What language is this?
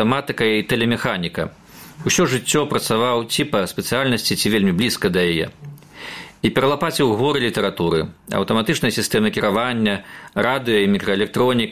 Belarusian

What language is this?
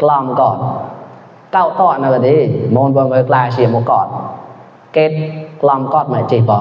Mon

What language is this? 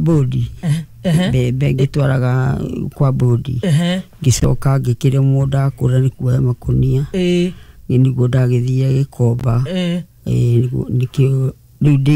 Kikuyu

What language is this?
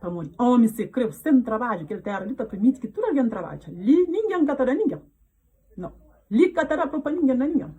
Kabuverdianu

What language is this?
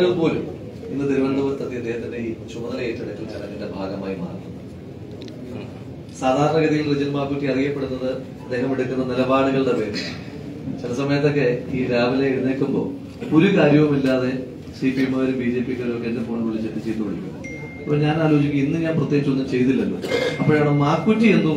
Malayalam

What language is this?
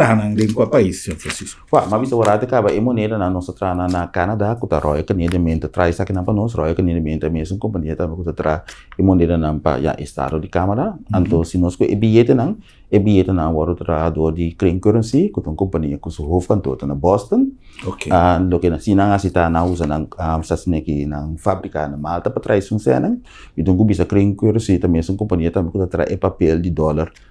Papiamento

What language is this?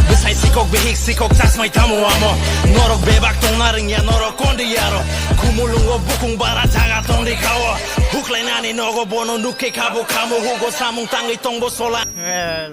Kok Borok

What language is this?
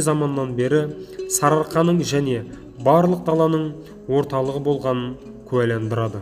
Kazakh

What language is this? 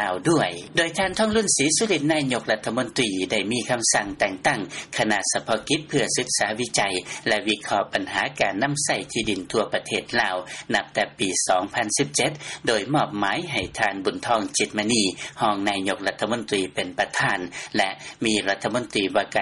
Lao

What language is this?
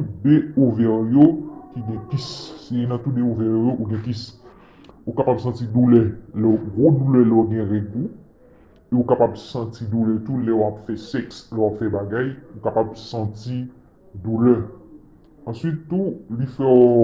Haitian Creole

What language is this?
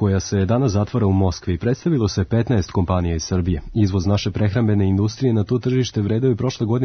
Serbian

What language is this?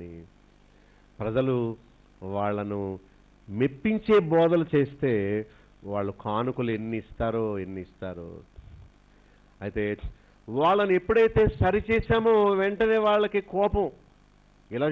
Telugu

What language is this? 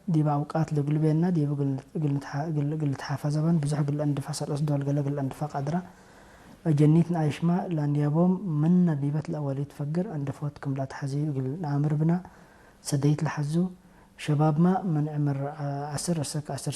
Tigre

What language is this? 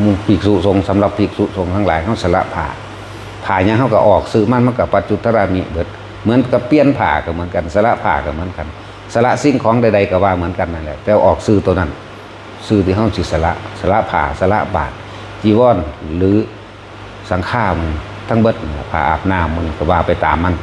Northeastern Thai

